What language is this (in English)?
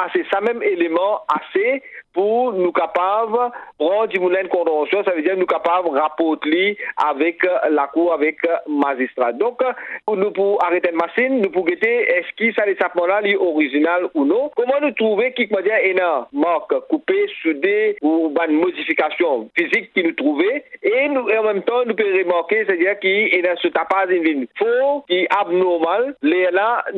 Morisyen